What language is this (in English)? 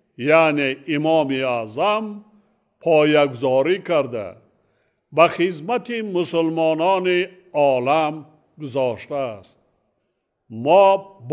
Tajik